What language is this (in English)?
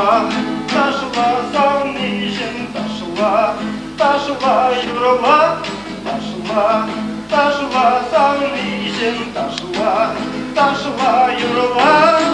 Chuvash